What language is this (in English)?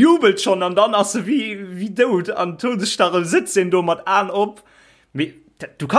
Luxembourgish